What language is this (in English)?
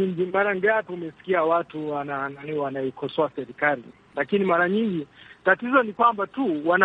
Swahili